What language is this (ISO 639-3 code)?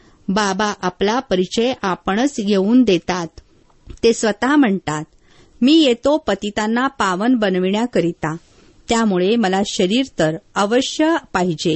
mar